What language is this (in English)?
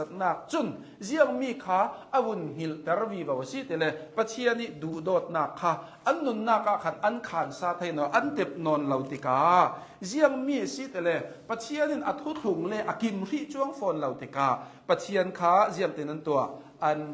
Hakha Chin